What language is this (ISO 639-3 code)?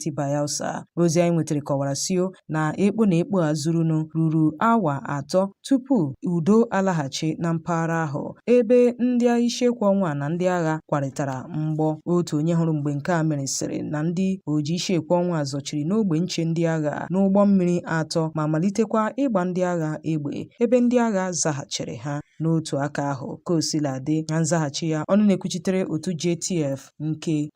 ibo